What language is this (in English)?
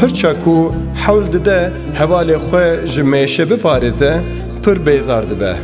Kurdish